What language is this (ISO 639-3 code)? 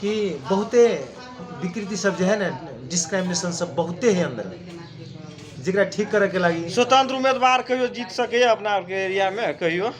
mag